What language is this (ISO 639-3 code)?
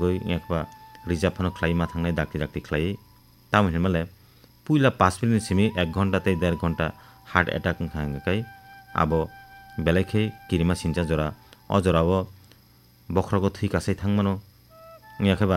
trp